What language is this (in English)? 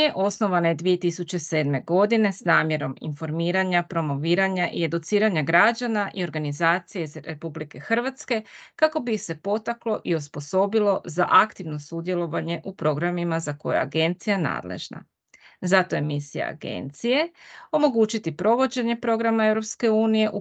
Croatian